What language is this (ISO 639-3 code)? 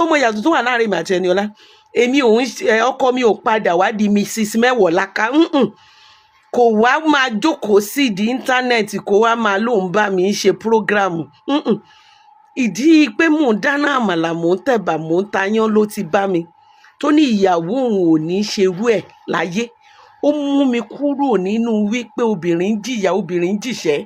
yor